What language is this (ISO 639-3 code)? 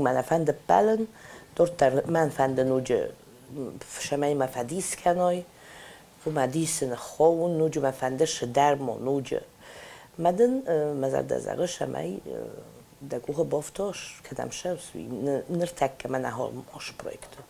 oss